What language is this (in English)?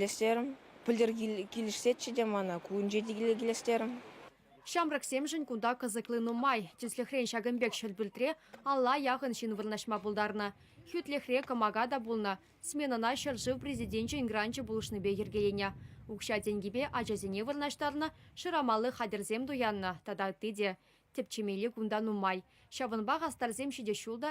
Chuvash